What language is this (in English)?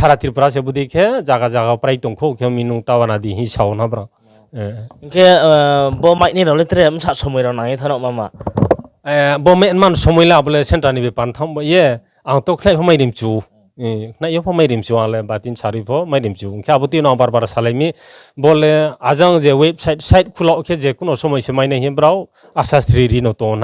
Riang (India)